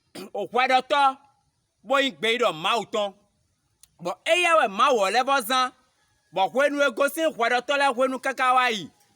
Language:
Fon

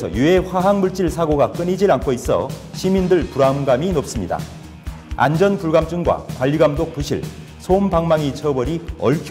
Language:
Korean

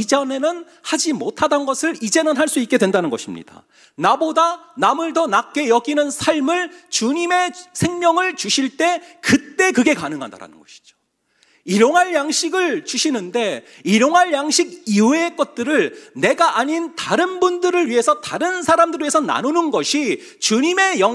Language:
Korean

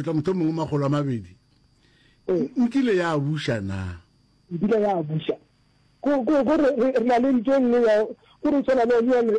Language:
Northern Sotho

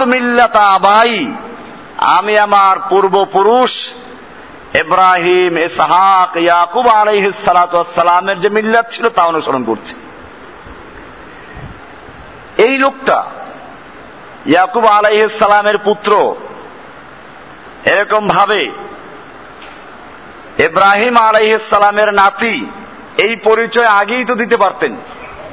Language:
Bangla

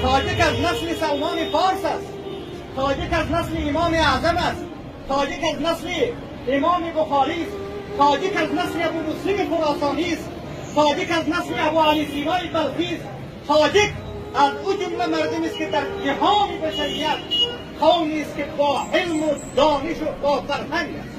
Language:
Tajik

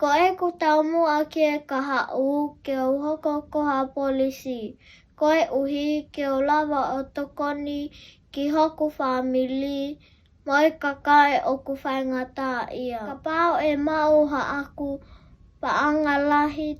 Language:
Tongan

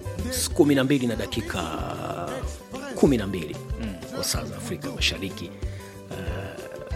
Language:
Swahili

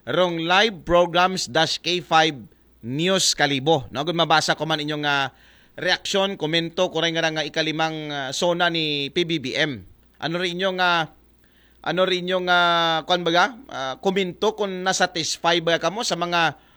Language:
Aklanon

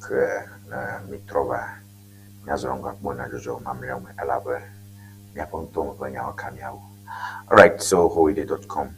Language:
Ewe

